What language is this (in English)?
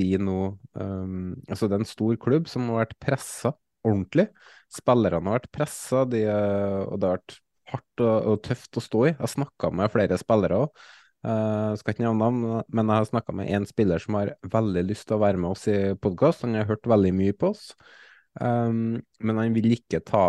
Norwegian